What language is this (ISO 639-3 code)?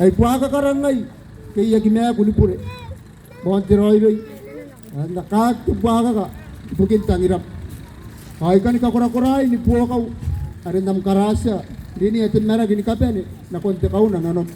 gil